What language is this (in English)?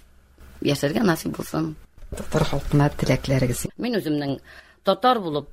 Tatar